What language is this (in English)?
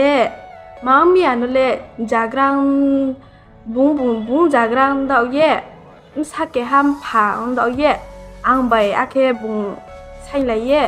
Riang (India)